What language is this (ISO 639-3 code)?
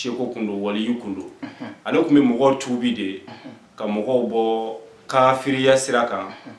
bam